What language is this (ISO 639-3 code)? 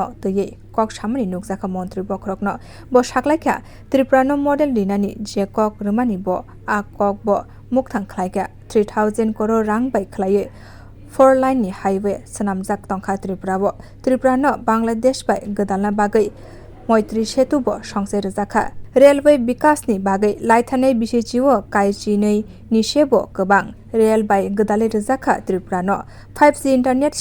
trp